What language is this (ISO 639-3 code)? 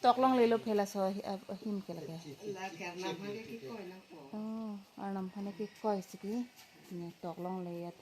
mjw